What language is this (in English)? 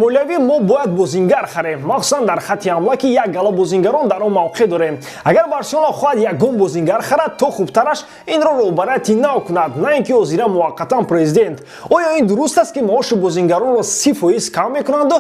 Tajik